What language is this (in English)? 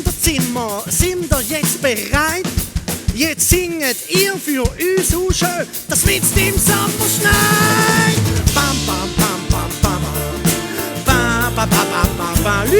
Swiss German